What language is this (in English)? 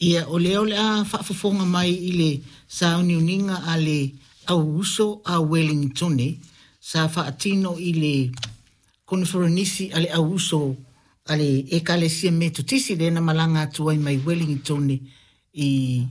Samoan